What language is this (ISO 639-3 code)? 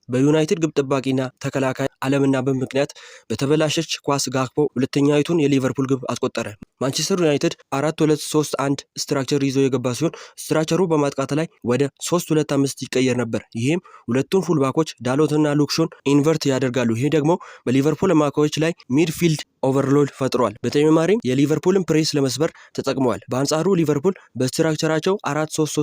amh